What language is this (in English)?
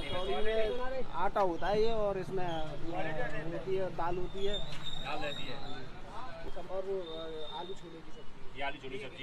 Hindi